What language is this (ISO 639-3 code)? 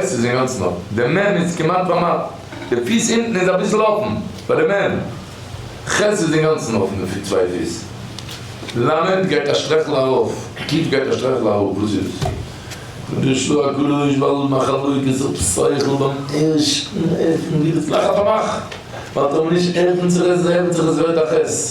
yid